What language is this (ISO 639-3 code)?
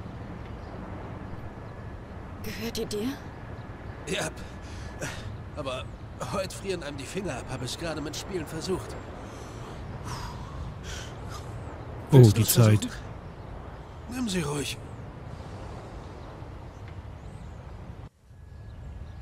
deu